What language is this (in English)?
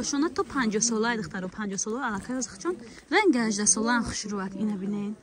Tajik